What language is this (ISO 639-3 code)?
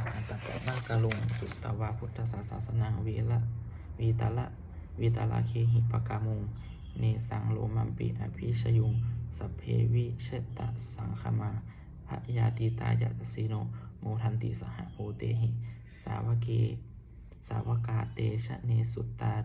pli